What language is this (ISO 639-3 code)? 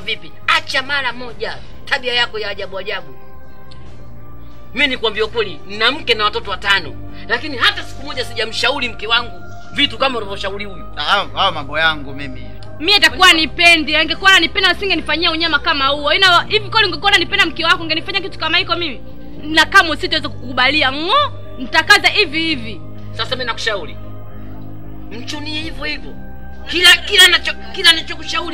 swa